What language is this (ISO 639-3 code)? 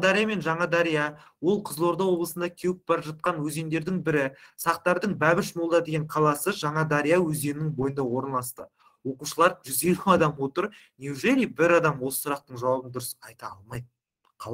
kaz